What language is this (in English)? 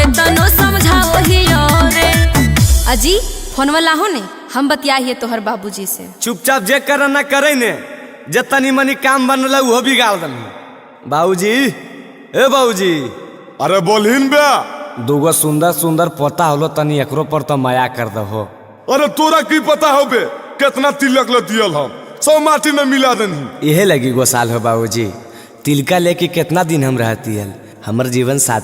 Magahi